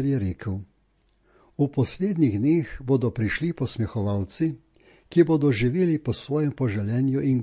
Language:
Slovenian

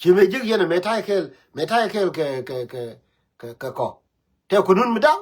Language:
Nuer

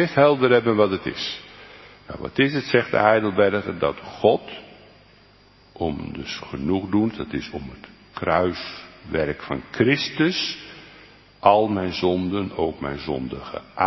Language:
Dutch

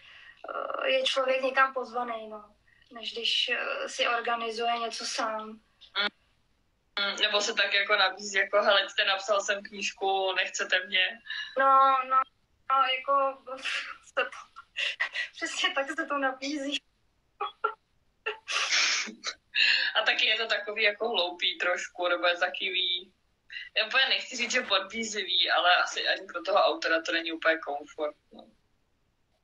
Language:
Czech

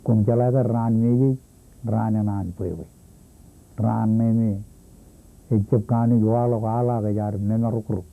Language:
Marshallese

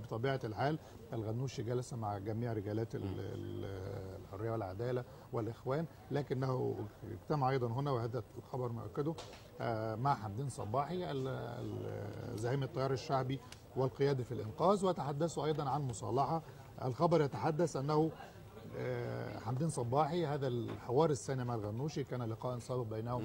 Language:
Egyptian Arabic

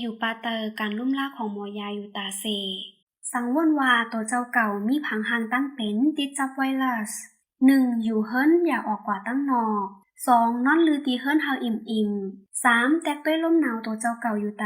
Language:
Shan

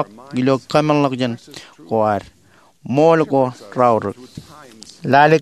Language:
Marshallese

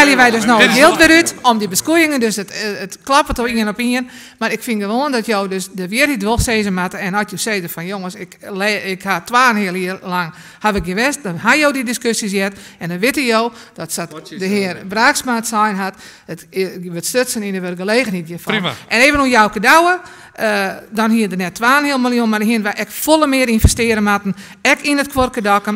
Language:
Western Frisian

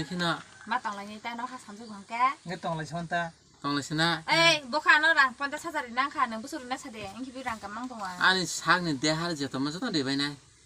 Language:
Kok Borok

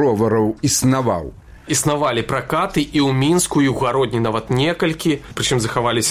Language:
Belarusian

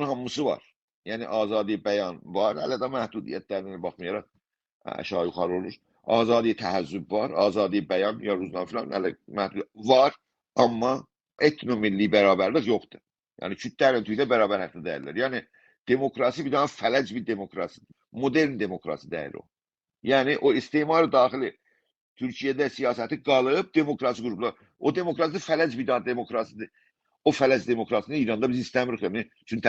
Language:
South Azerbaijani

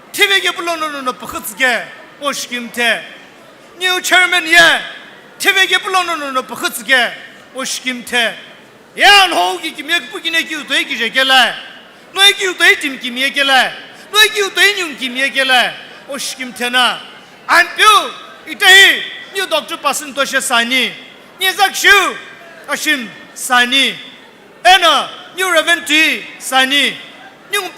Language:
Sumi Naga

